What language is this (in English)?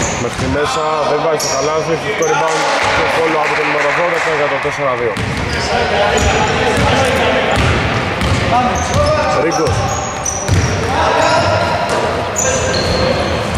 Greek